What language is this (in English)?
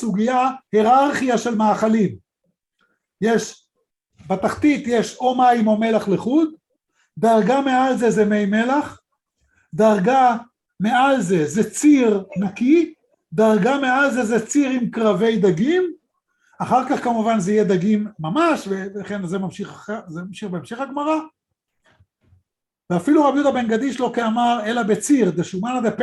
Hebrew